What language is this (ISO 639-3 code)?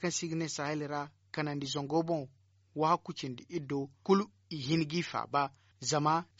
dje